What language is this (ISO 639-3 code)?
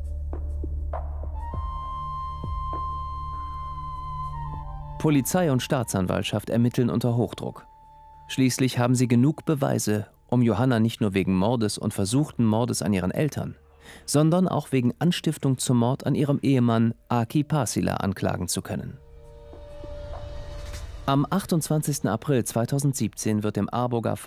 deu